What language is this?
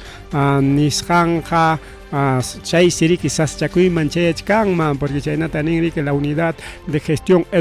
Ayacucho Quechua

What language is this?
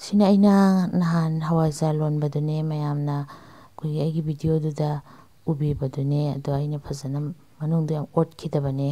Manipuri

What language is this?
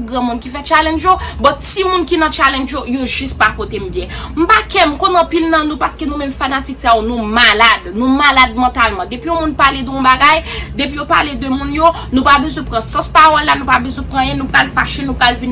Haitian Creole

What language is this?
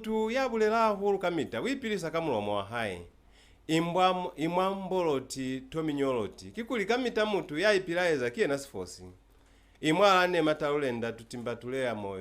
Lozi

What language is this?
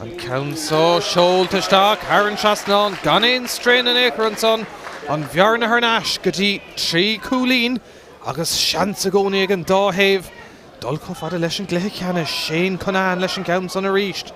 Irish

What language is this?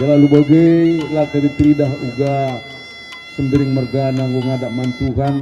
Batak Karo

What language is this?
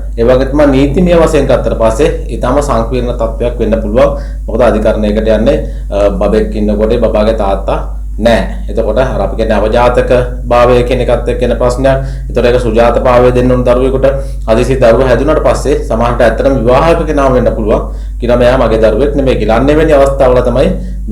Sinhala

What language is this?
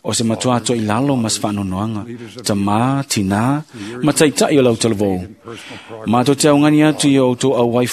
Samoan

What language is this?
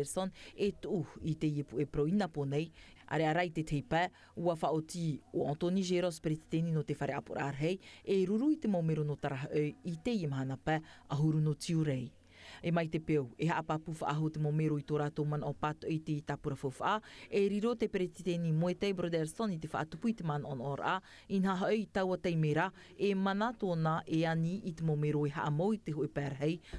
Tahitian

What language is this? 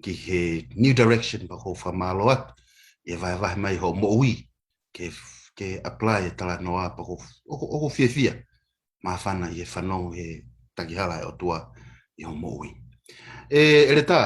Tongan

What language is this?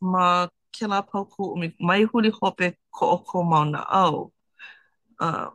Hawaiian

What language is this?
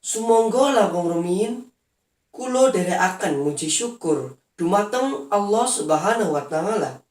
Javanese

